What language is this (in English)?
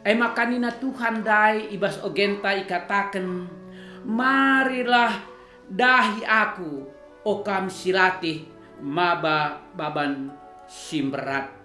Batak Karo